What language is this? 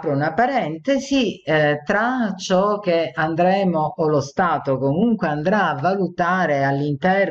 Italian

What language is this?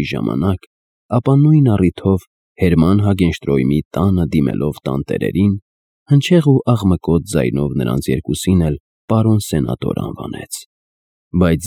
Armenian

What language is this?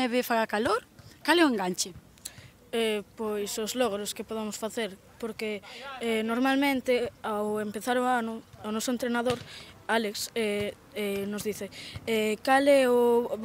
Galician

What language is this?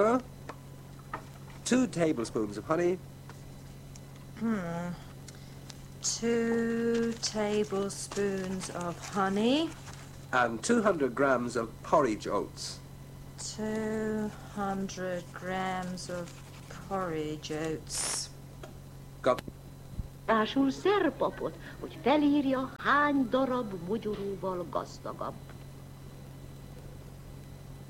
Hungarian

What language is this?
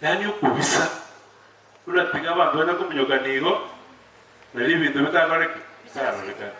Gusii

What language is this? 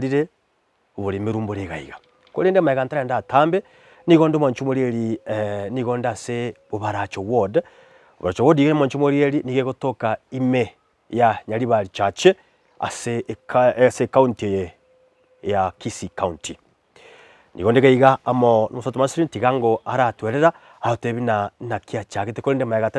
Gusii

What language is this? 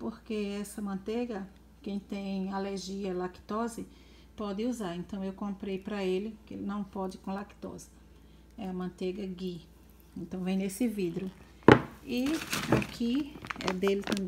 Portuguese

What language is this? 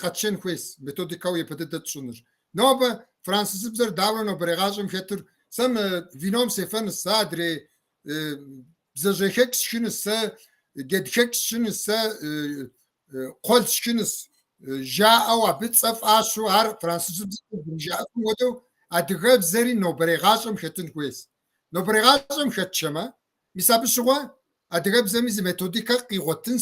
Kabardian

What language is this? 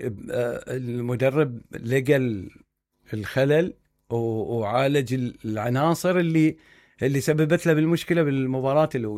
Mesopotamian Arabic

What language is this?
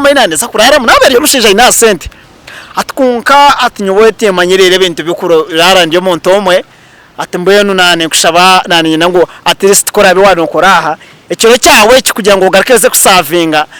Nyankole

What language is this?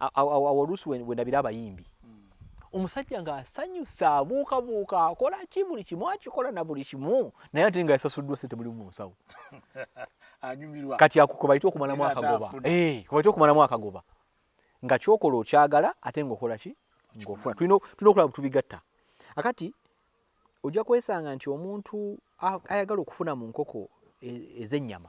Ganda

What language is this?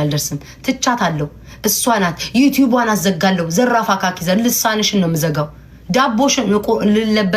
Amharic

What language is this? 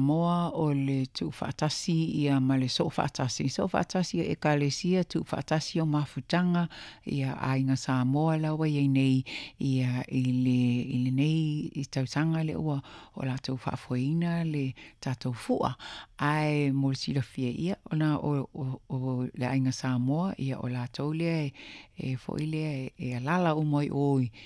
Samoan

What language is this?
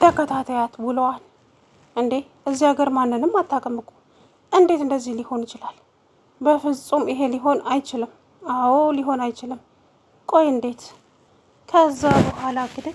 Amharic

